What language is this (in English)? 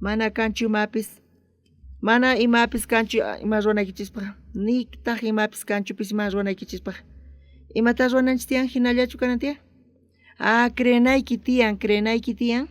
South Bolivian Quechua